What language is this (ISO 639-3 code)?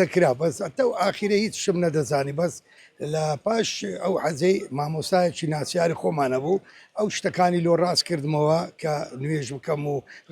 ckb